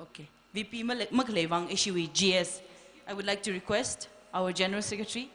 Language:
Tangkhul Naga (India)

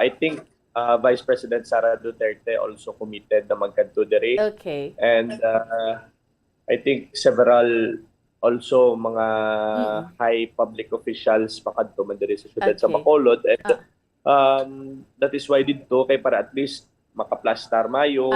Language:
Hiligaynon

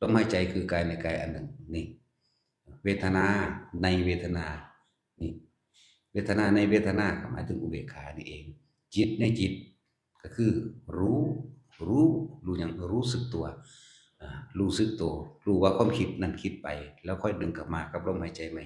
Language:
Northeastern Thai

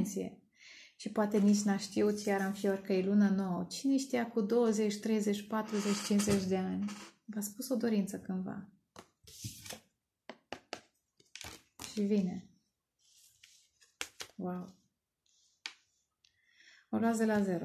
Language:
Romanian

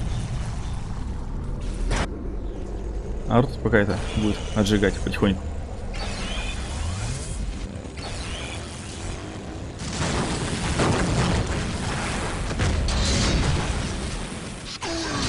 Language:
Russian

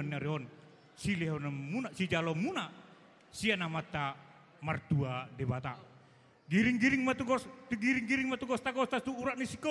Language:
Batak Toba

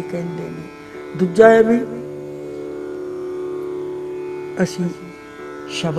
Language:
Punjabi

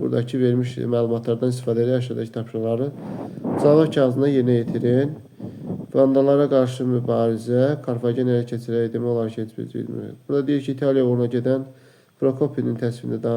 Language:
Azerbaijani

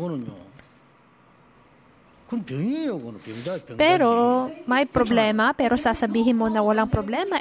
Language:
Filipino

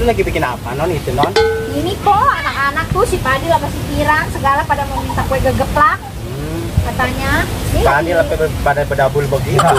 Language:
Betawi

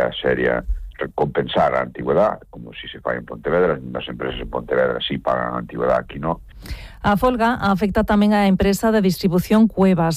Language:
Galician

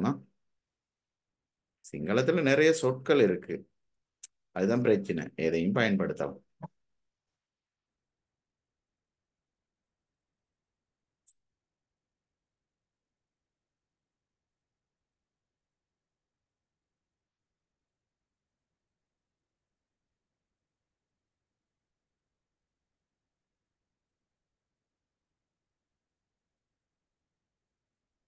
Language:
Tamil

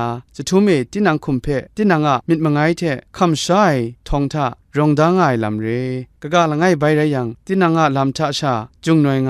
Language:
Kachin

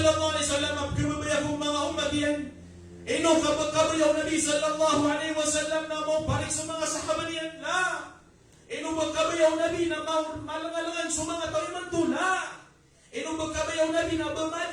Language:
Maranao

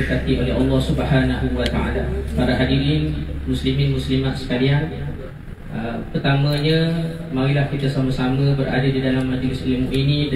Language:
Malay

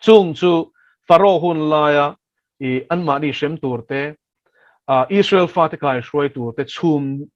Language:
Mizo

